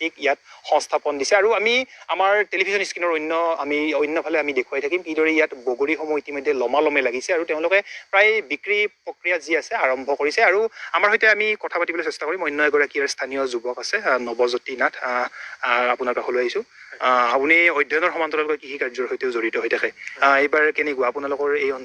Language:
Assamese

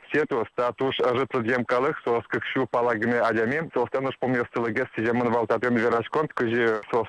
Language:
Udmurt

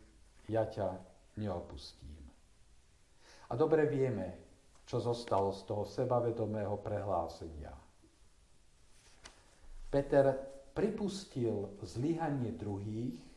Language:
Slovak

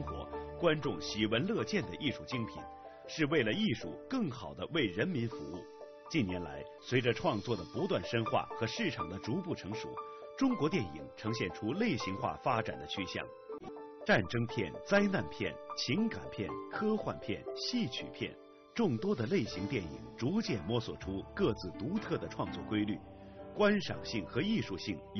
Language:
Chinese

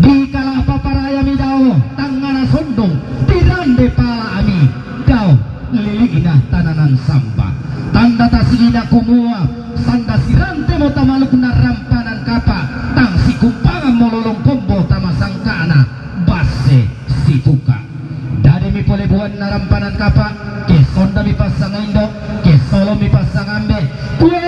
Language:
Toraja-Sa'dan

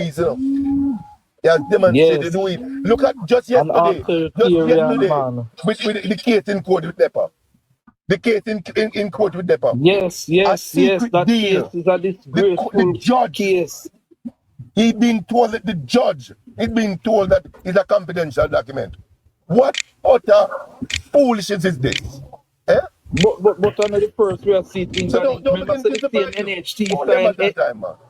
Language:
Jamaican Creole English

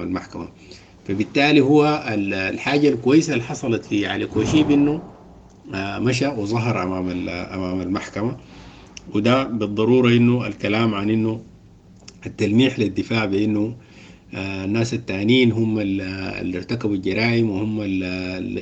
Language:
Sudanese Arabic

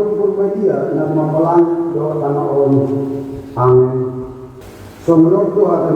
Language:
Batak Toba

